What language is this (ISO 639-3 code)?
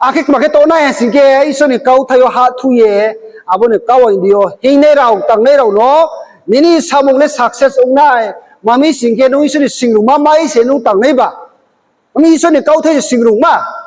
ria